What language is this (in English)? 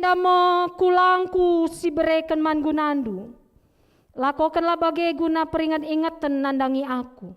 Batak Karo